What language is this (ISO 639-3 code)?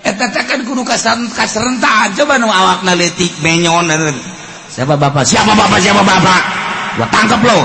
sun